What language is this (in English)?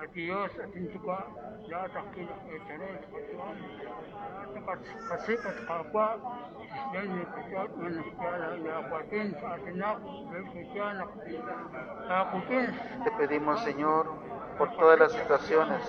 Kekchí